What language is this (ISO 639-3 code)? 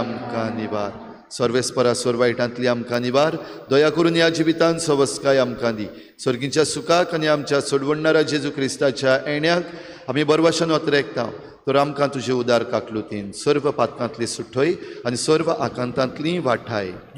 kok